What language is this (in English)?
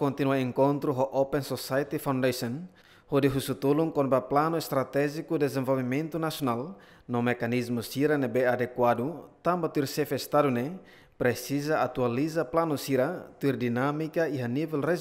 Tetum